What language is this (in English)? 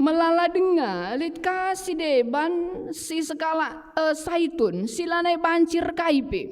Batak Karo